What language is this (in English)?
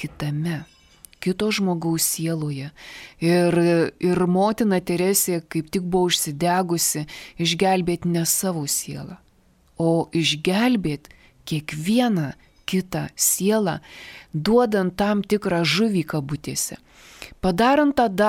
Lithuanian